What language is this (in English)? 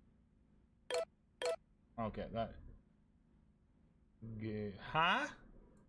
Norwegian